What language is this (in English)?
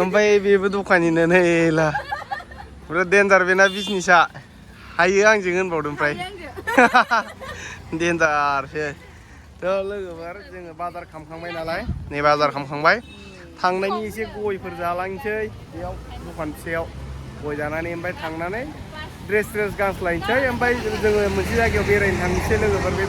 Bodo